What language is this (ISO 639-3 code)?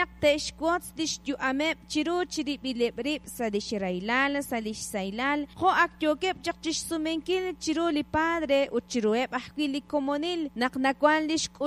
kek